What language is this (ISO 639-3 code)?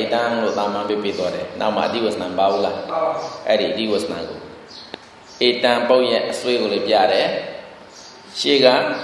mya